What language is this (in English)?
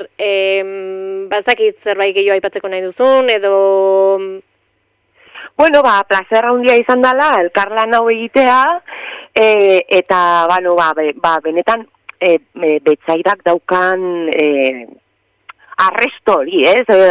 Basque